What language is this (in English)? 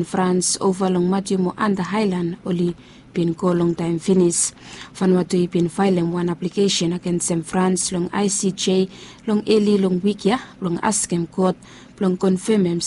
Bislama